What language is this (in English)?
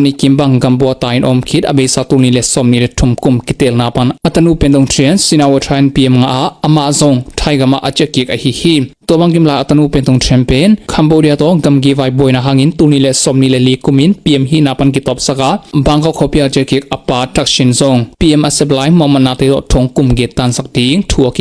Tedim Chin